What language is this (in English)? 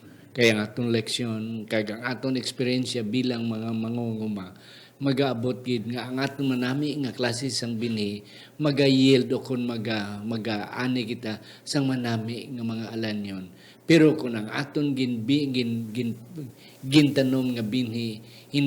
Hiligaynon